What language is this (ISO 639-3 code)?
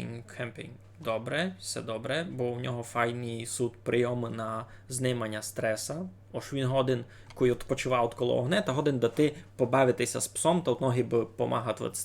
rue